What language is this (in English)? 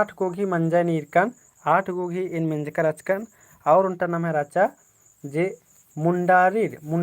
Kurukh